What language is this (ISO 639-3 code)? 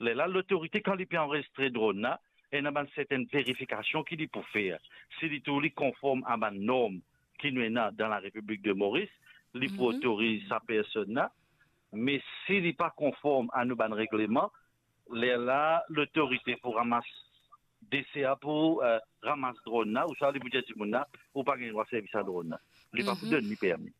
mfe